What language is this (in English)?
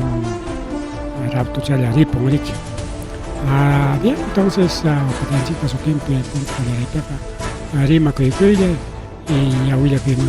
Ayacucho Quechua